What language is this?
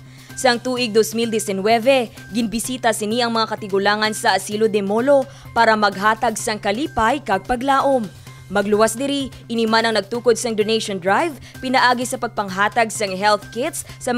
Hiligaynon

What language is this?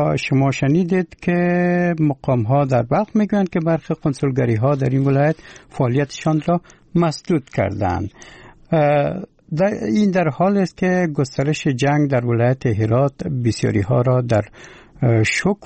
Persian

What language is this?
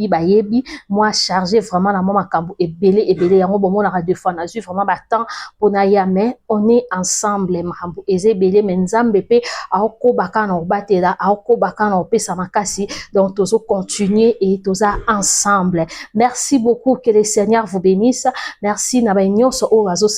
Lingala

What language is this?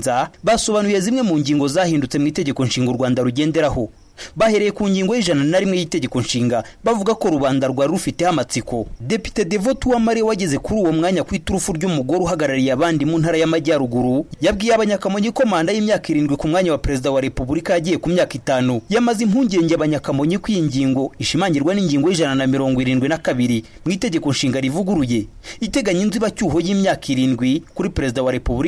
Kinyarwanda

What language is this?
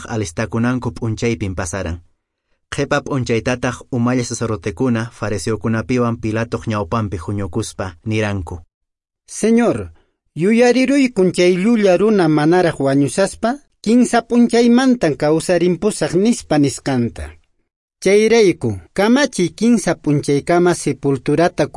Quechua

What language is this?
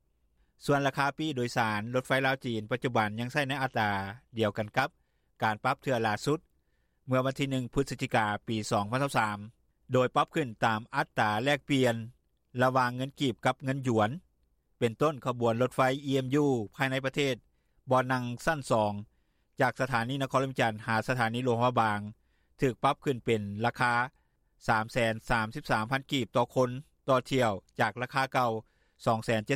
Lao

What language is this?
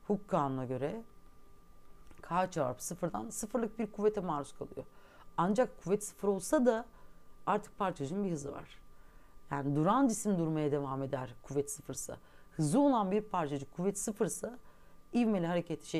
Turkish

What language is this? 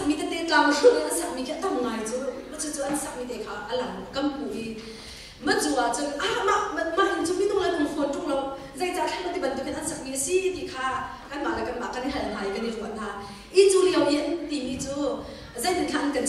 Hakha Chin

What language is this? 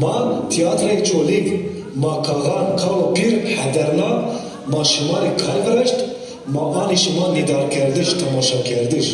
Zaza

